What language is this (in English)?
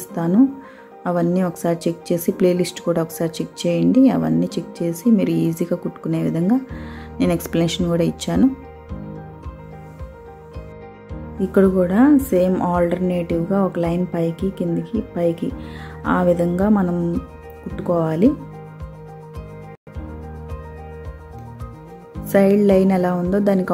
Telugu